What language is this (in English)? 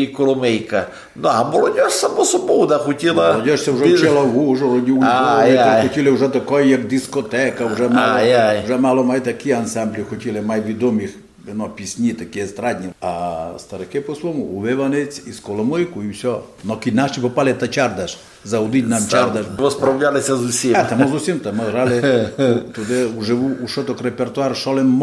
Rusyn